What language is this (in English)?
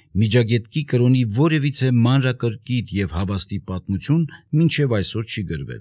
Armenian